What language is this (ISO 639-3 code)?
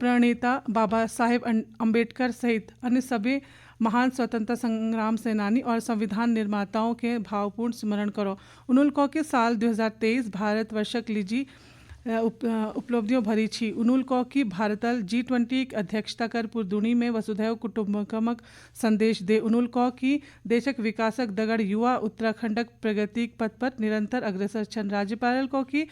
gbm